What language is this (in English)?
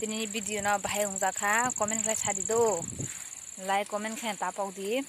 Kok Borok